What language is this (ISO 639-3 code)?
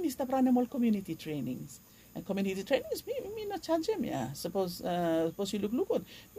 bis